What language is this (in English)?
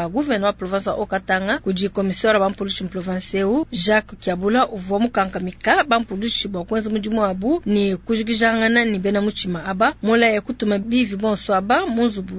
Luba-Lulua